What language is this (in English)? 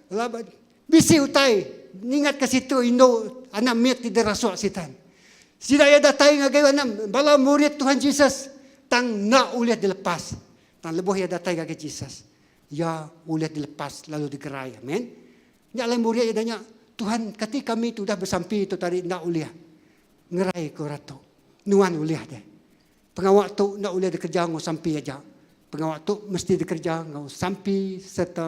Iban